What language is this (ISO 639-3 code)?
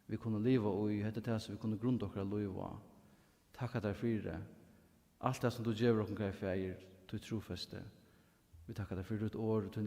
fao